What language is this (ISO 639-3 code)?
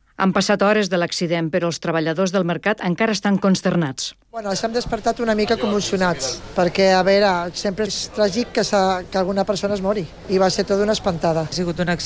cat